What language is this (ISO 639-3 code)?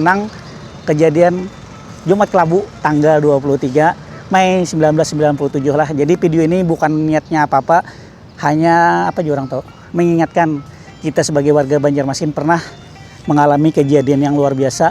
bjn